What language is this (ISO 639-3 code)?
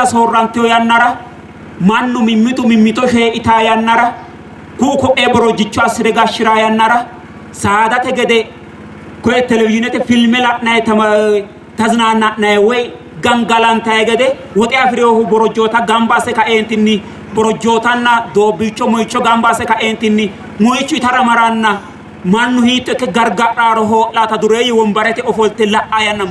sid